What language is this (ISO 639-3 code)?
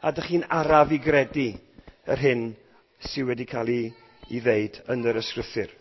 cym